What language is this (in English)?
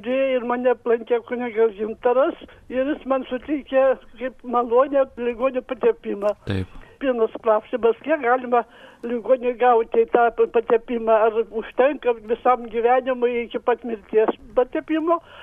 Lithuanian